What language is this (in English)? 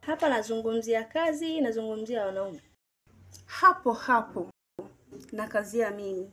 Swahili